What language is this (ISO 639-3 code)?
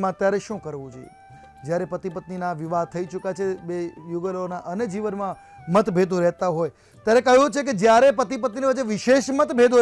guj